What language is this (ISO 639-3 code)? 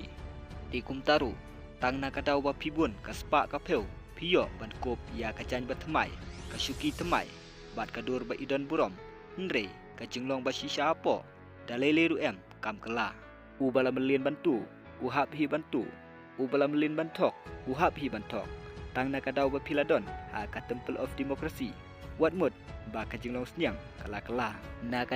kha